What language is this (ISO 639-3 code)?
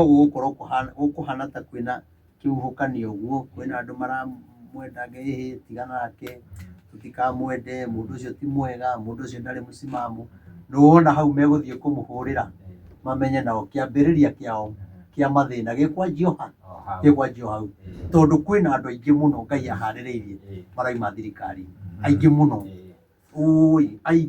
kik